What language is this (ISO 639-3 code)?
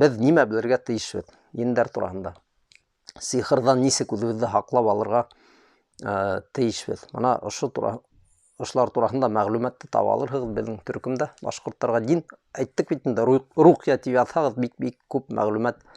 bak